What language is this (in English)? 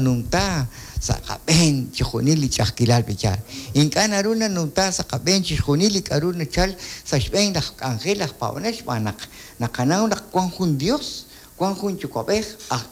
Kekchí